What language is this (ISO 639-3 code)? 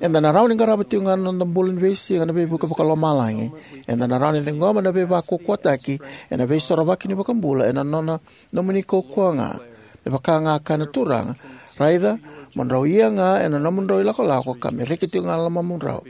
fij